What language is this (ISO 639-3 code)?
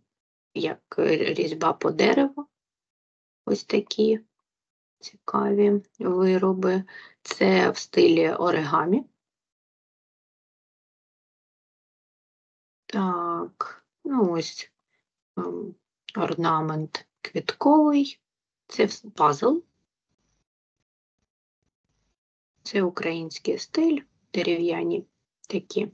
ukr